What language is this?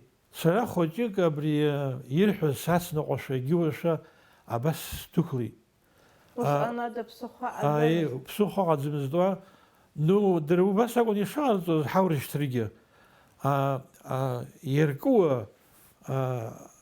Abkhazian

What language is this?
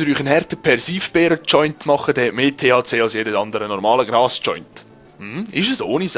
Swiss German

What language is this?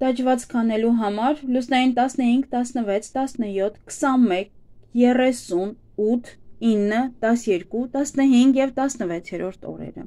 Armenian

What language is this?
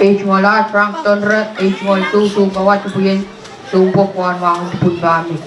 Pohnpeian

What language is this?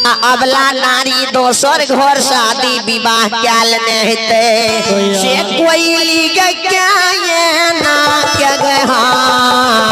Maithili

